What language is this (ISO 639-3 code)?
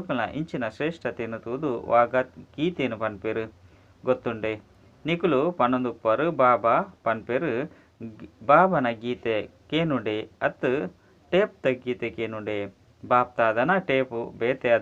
tcy